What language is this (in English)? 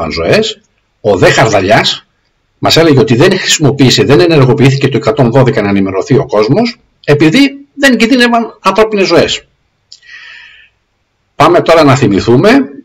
Greek